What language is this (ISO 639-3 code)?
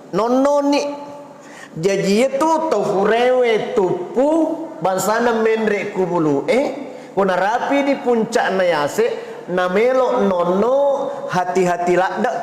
bug